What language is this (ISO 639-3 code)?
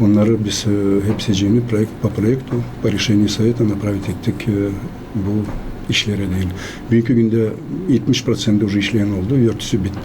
gag